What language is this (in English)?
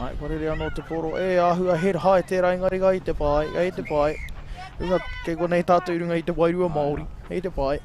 Māori